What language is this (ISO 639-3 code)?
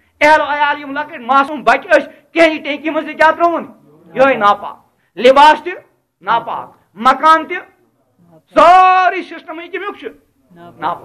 kas